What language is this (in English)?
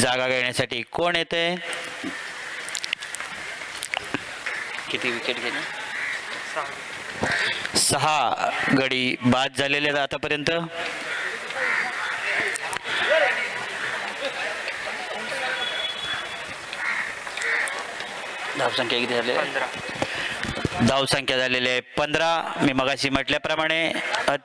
Marathi